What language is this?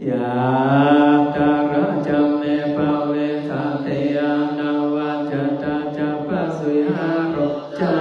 Pali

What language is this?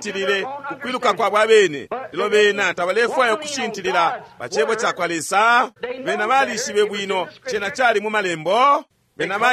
Bemba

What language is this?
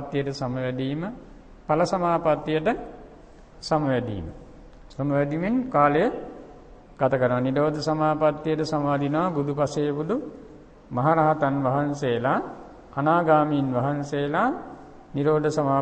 Sinhala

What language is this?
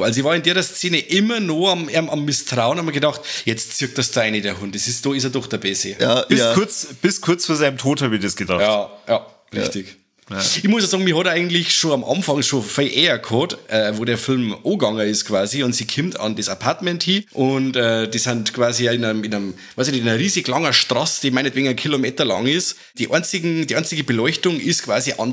Bavarian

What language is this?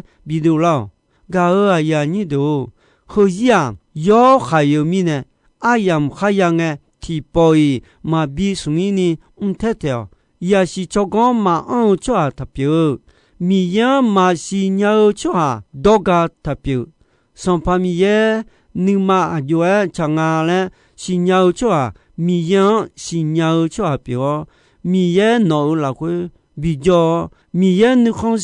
Akha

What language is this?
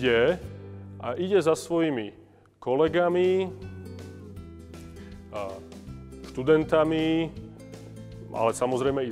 Slovak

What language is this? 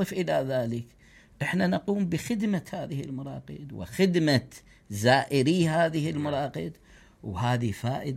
Mesopotamian Arabic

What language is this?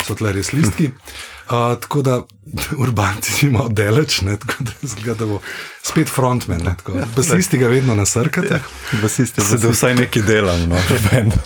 Slovenian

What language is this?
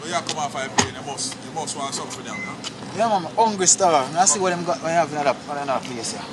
Jamaican Creole English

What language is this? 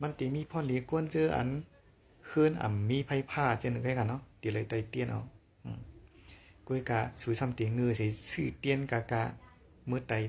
Shan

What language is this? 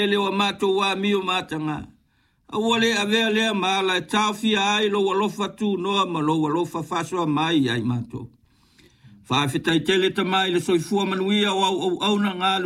Samoan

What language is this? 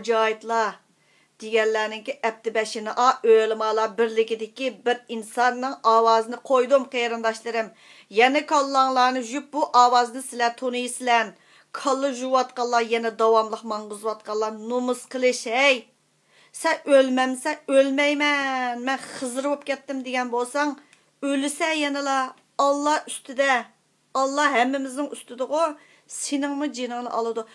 Uyghur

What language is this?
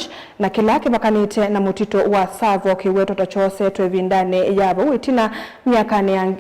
Kamba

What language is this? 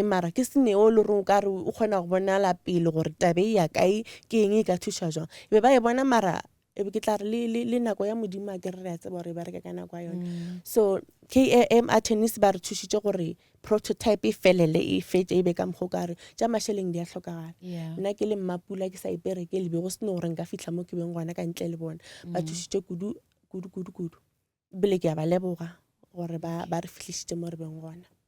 Northern Sotho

